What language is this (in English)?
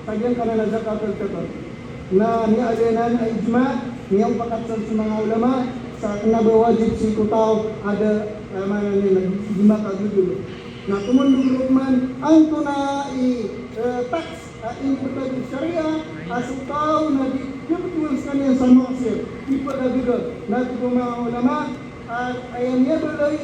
Maranao